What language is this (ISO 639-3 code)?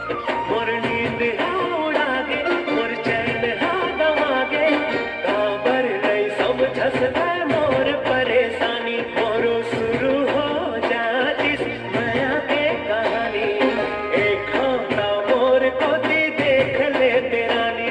hne